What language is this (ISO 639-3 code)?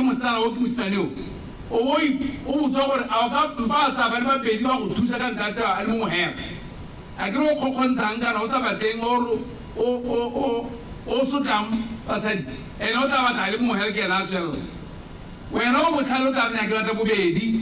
tsn